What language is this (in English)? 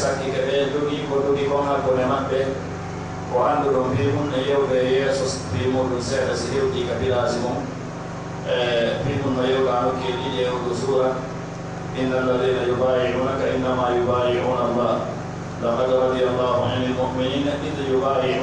Pular